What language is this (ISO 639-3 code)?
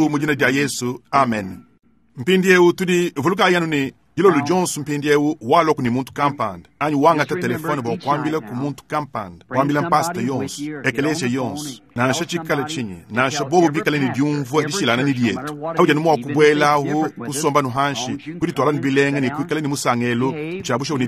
lua